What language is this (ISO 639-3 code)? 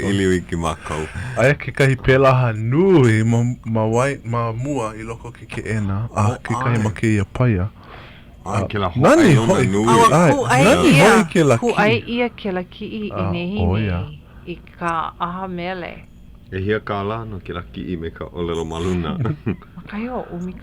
haw